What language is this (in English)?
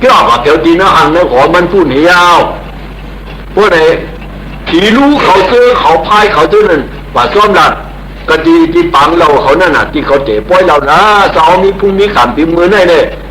Shan